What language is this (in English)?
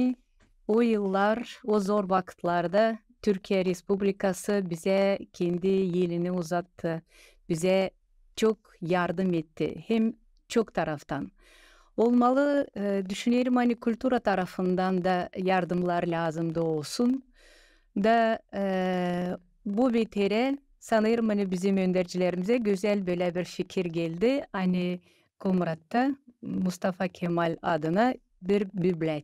Gagauz